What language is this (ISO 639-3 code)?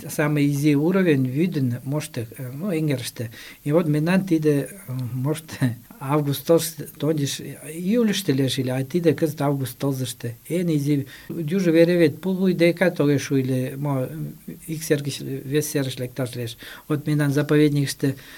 chm